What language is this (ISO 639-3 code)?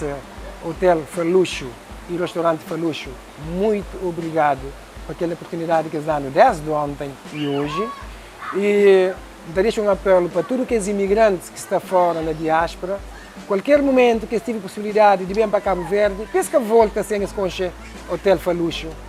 kea